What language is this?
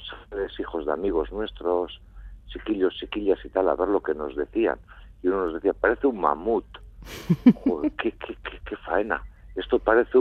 Spanish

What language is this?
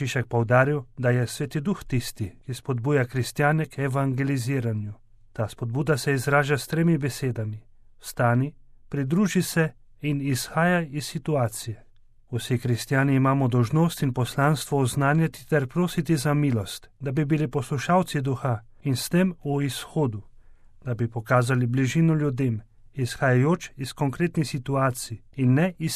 Slovenian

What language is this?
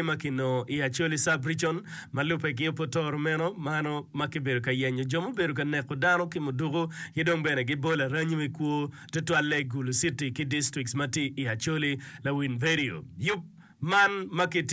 Acoli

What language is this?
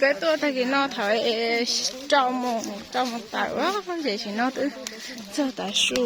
Hmong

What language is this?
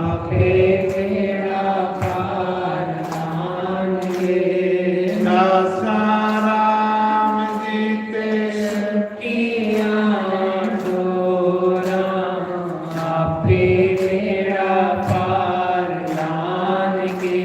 Dogri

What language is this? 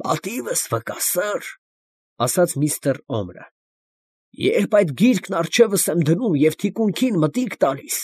Armenian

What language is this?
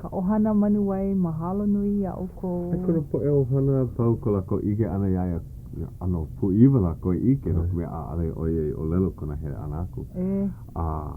Hawaiian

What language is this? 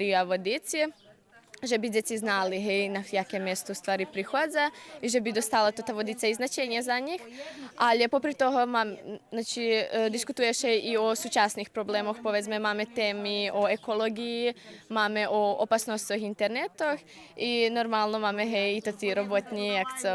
Rusyn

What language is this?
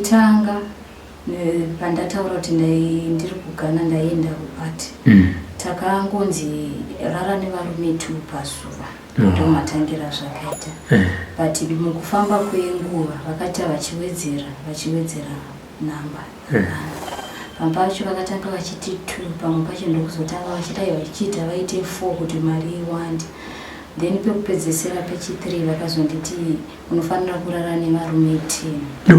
Shona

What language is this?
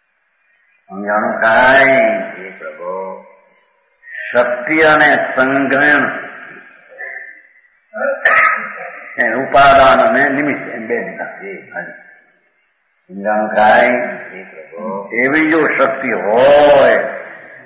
Gujarati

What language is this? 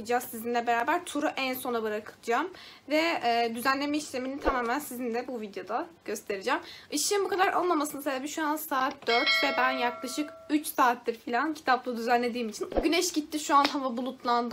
Turkish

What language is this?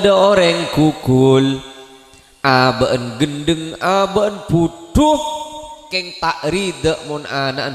Madurese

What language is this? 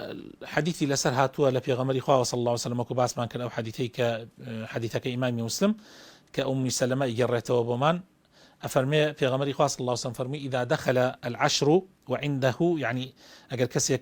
Central Kurdish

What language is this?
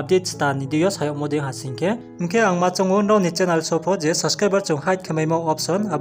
Riang (India)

